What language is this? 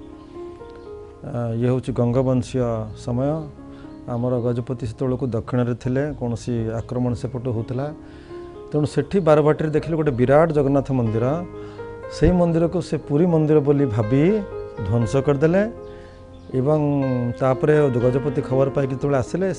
Odia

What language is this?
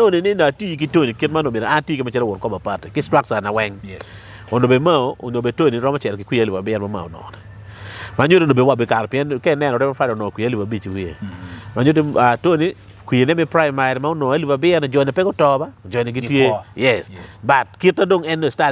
Acoli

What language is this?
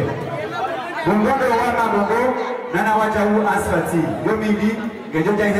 Swahili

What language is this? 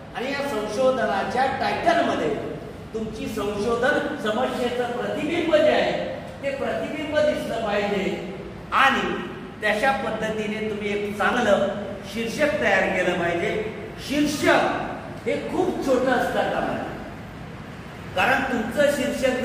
Marathi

